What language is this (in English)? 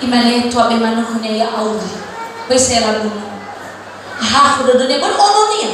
Nias